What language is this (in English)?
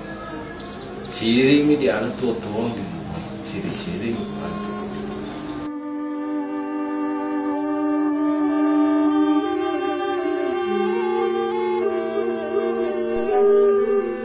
Buginese